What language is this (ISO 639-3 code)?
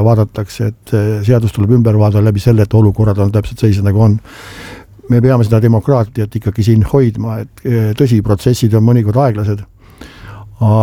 est